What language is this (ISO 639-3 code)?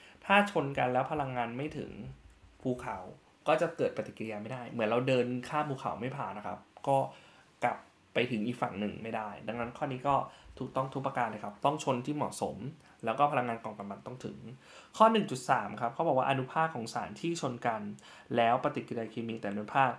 tha